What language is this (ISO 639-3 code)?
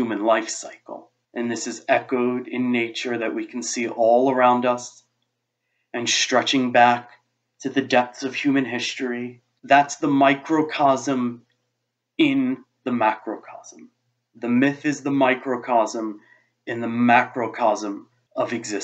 eng